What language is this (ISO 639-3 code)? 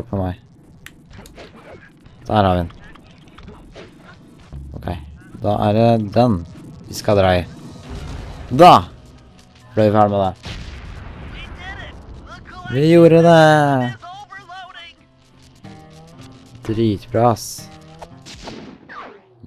nor